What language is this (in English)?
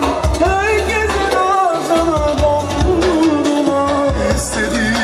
Turkish